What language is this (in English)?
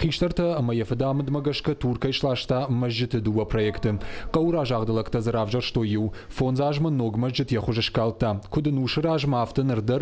Ossetic